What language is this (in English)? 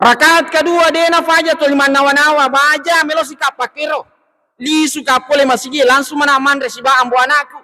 Buginese